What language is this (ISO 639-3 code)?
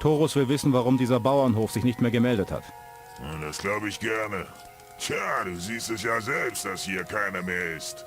bar